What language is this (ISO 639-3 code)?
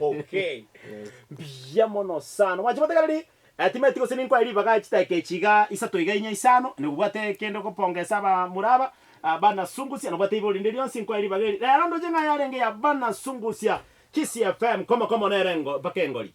guz